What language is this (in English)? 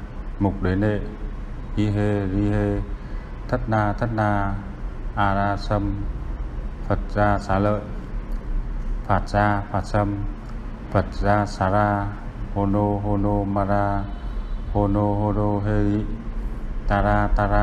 Vietnamese